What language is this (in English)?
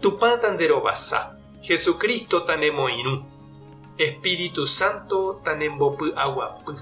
Guarani